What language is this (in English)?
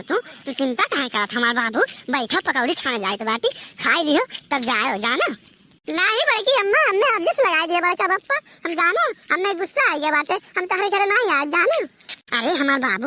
Awadhi